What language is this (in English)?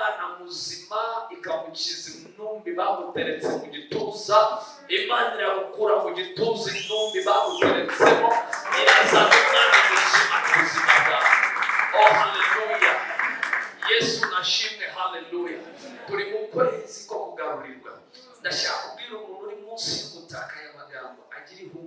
Kinyarwanda